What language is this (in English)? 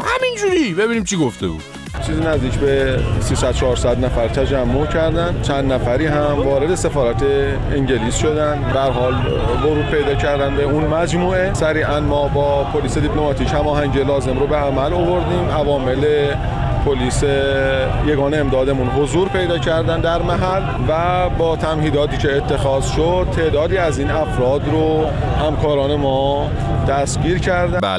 Persian